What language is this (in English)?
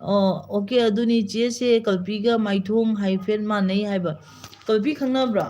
Manipuri